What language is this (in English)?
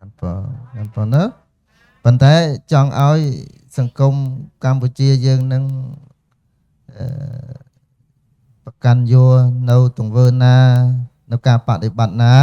Khmer